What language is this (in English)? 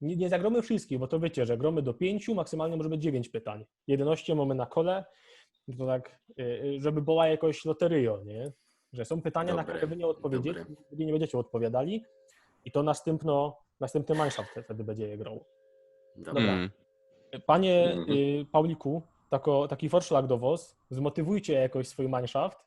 Silesian